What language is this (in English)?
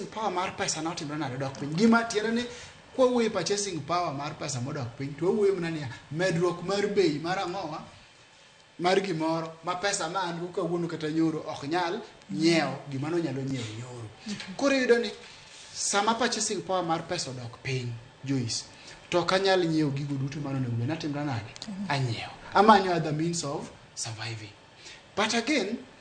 Luo (Kenya and Tanzania)